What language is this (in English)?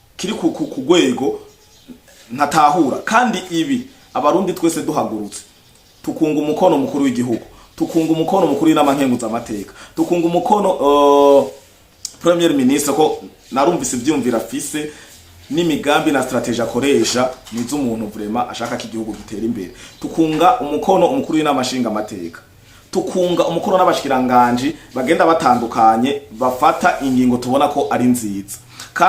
Rundi